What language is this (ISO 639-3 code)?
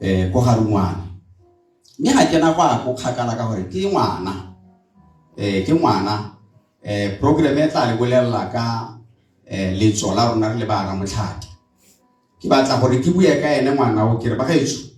tsn